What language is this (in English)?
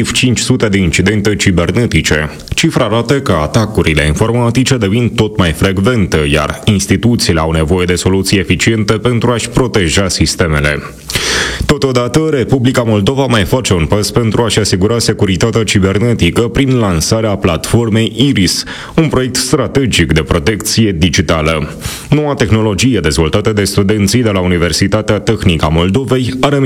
Romanian